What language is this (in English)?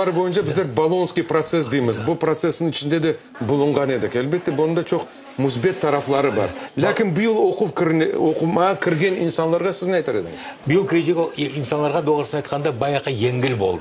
Crimean Tatar